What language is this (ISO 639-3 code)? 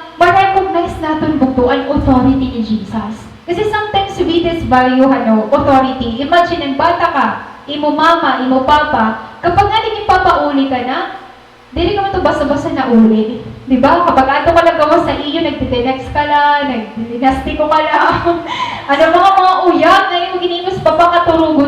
war